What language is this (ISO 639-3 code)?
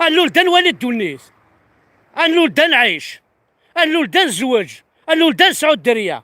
kab